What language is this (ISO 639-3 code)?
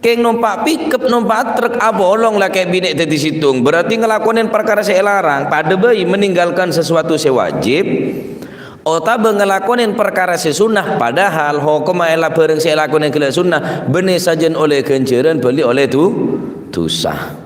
mad